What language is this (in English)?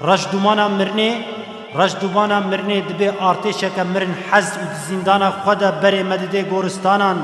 Kurdish